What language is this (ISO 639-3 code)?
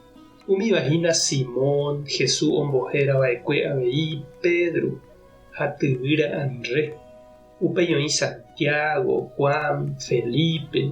grn